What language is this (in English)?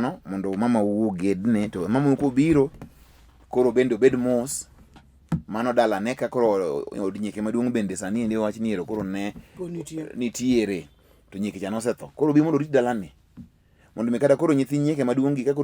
Luo (Kenya and Tanzania)